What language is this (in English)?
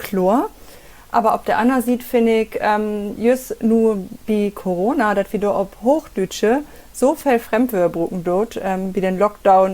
Low German